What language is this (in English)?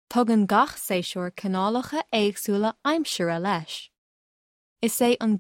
Irish